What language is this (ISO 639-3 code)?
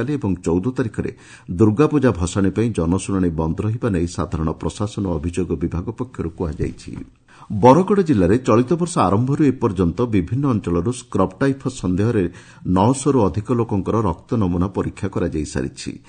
ori